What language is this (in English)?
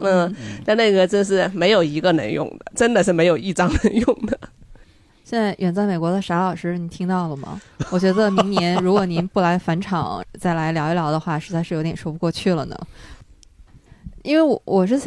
Chinese